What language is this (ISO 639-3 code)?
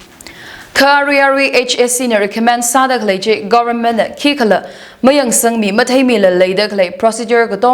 nmf